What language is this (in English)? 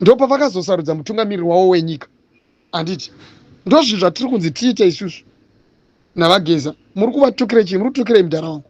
Shona